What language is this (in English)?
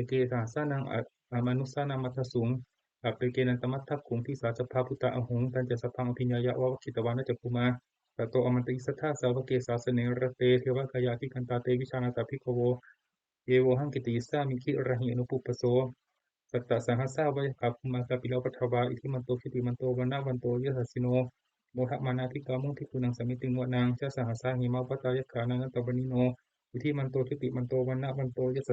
Pali